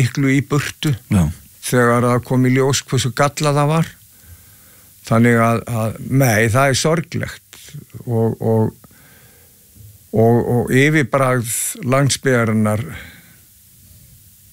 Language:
Icelandic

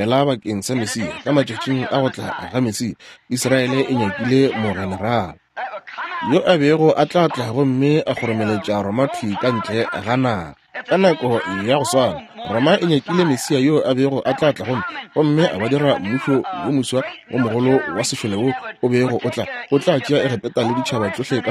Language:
Northern Sotho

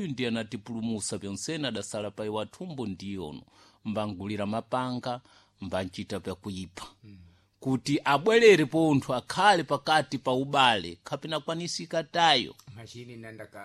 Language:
Sena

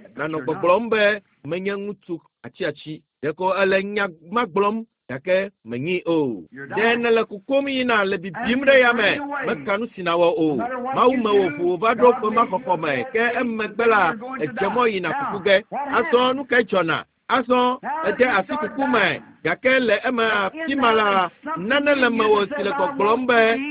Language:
Ewe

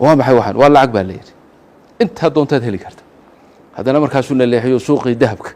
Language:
Somali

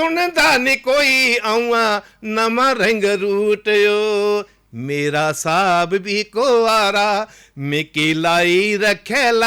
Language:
Dogri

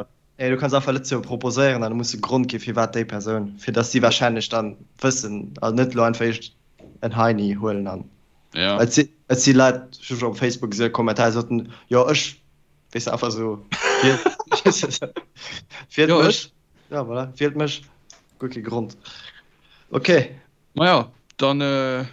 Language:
Luxembourgish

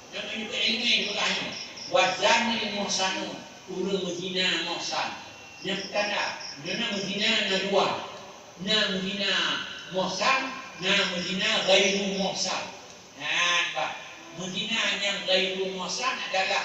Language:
Achinese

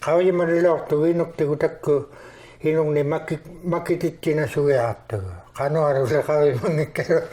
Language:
Inuktitut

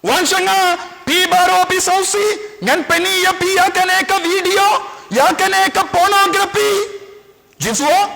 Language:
Khasi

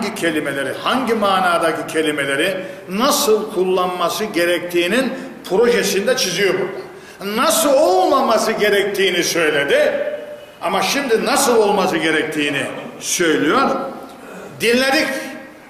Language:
Turkish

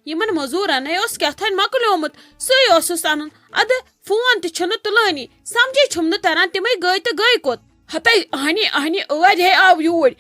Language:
Kashmiri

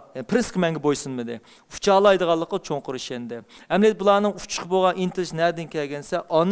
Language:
Uyghur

